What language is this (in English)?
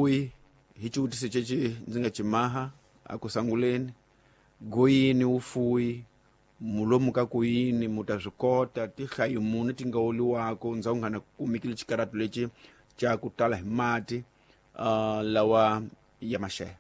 Tsonga